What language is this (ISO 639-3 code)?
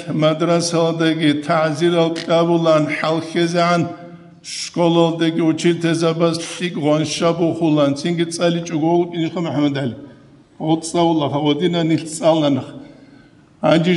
ava